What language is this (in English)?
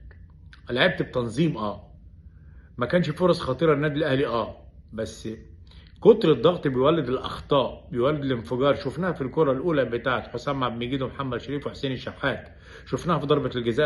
Egyptian Arabic